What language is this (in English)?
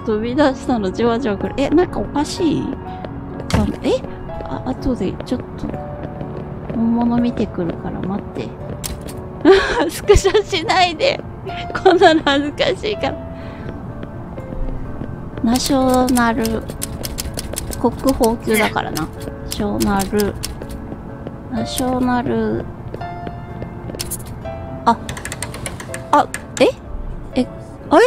Japanese